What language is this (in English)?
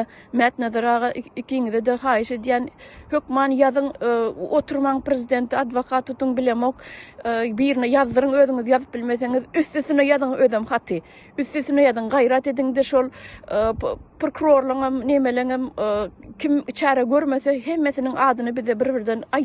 Turkmen